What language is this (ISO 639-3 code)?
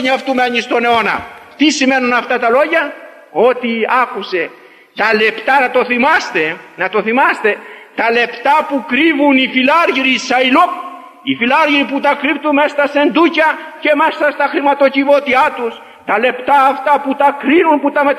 ell